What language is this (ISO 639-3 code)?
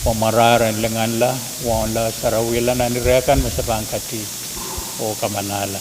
pon